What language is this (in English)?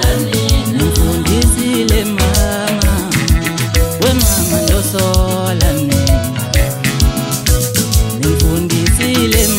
Zulu